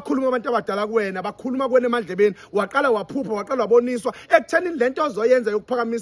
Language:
Zulu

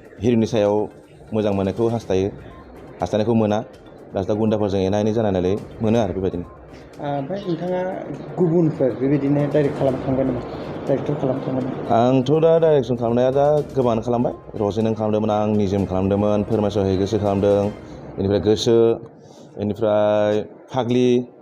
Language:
Bodo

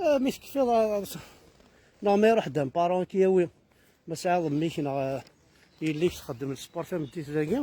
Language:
Kabyle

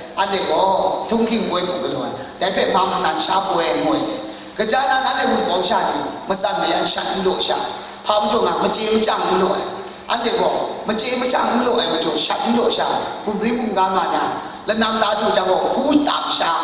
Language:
Kachin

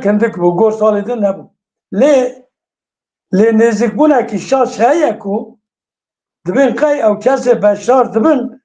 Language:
Kurdish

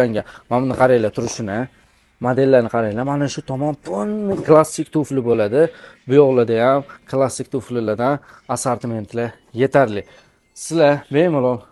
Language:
Uzbek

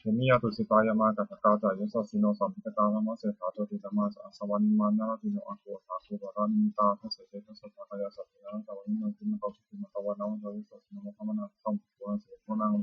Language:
Pali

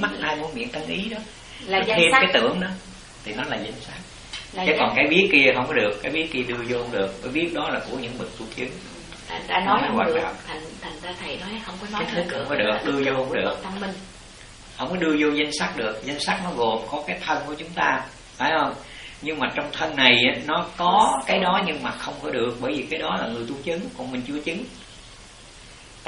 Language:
Vietnamese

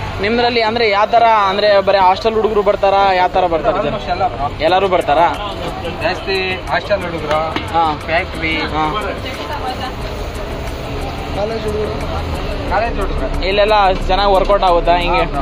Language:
Kannada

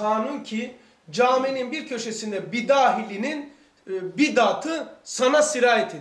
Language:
Turkish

